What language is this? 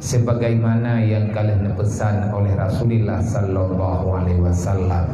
Achinese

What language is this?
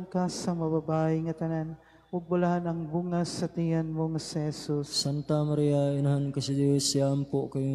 Cebuano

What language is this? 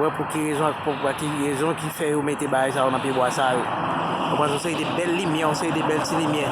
Haitian Creole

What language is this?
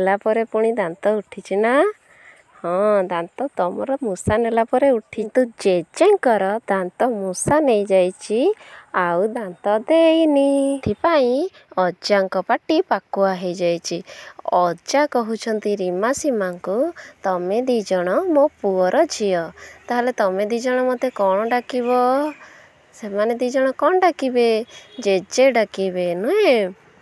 Odia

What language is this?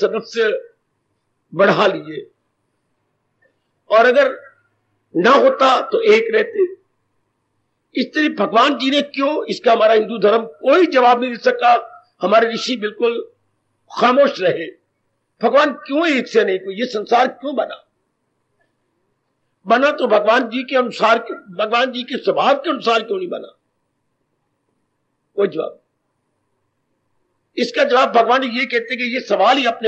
Hindi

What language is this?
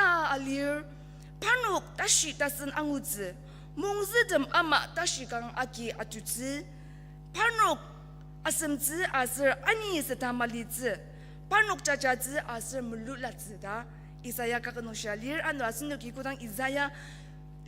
Ao Naga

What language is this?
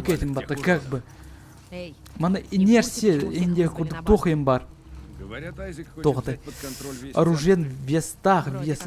Yakut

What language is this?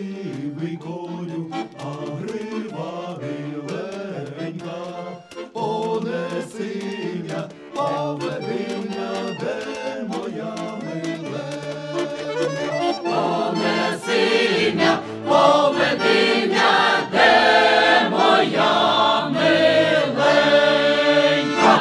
Ukrainian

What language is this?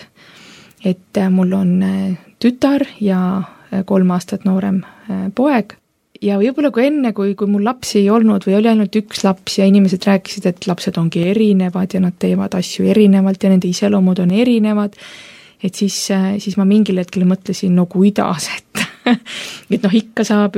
Estonian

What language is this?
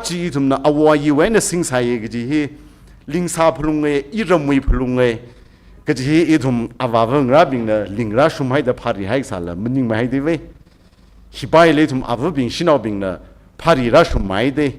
Tangkhul Naga (India)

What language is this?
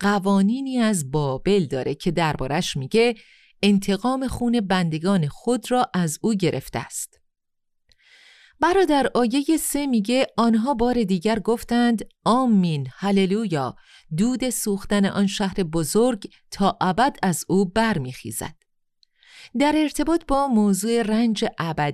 Persian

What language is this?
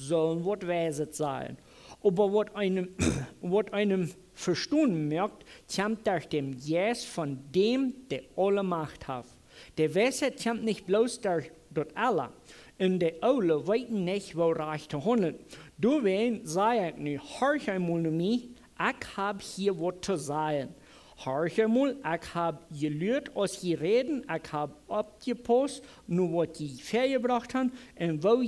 Plautdietsch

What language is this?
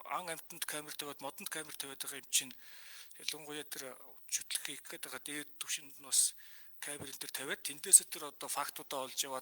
Mongolian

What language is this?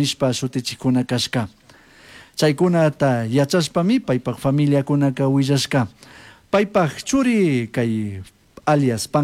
Chimborazo Highland Quichua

